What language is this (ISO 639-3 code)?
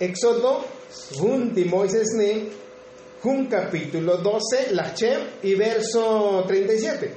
tzo